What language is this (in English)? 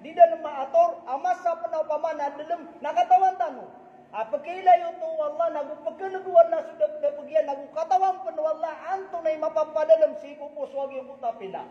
Maranao